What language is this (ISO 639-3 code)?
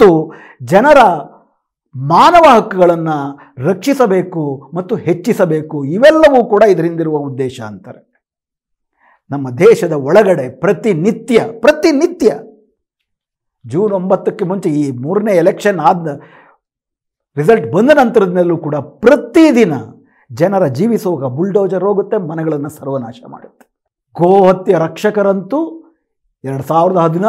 kan